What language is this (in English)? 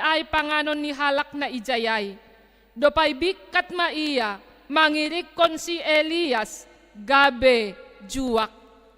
Batak Simalungun